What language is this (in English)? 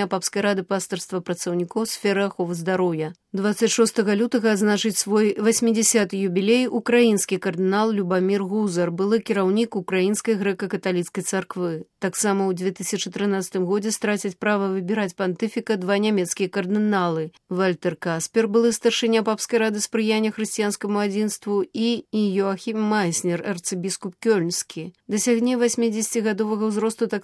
Belarusian